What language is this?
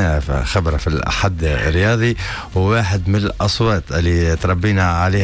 Tunisian Arabic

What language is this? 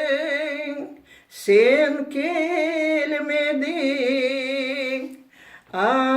Crimean Tatar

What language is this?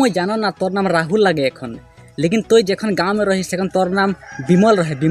Sadri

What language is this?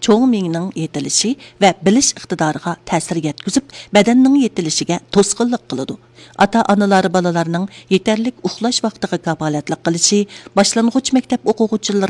Uyghur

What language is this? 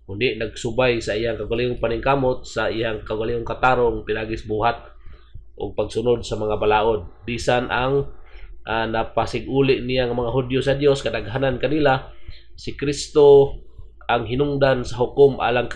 Cebuano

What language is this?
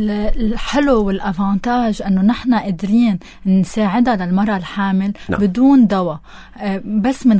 North Levantine Arabic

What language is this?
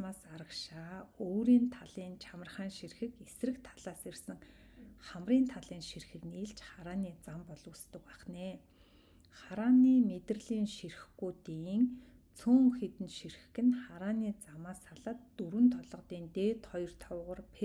Mongolian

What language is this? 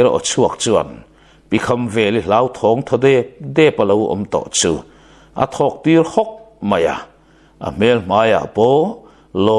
Mizo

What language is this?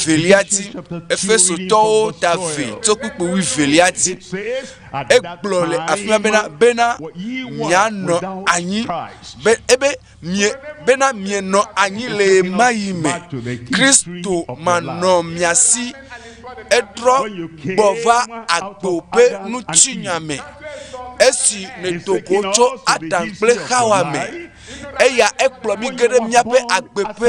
Ewe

